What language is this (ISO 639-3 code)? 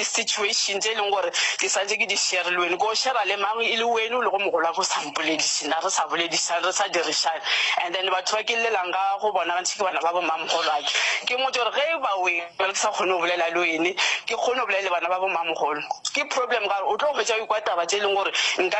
nso